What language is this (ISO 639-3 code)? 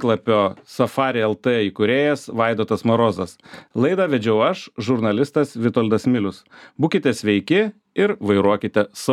lit